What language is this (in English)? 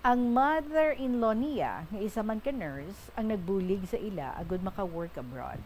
Hiligaynon